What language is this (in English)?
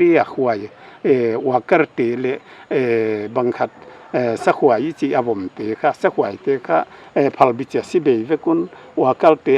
Paite Chin